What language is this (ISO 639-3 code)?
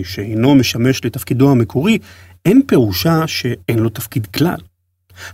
heb